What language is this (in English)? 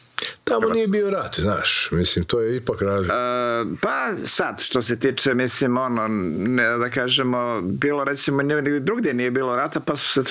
Croatian